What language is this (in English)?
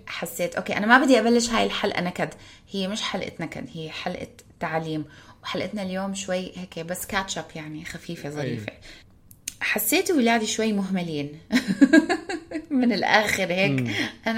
North Levantine Arabic